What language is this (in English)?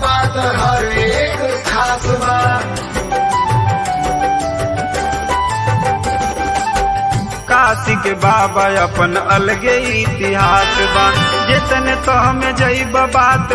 Bhojpuri